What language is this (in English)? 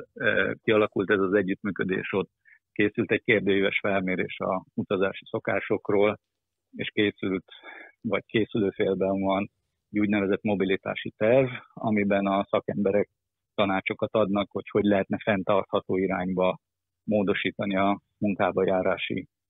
Hungarian